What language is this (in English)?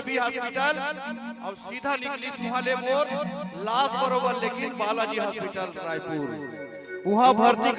Chhattisgarhi